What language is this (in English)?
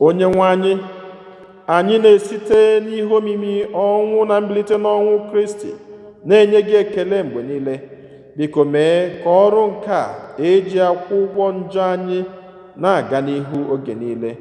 Igbo